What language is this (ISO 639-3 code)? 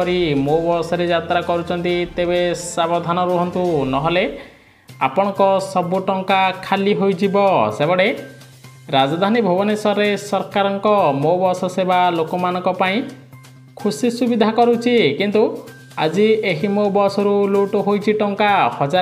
ori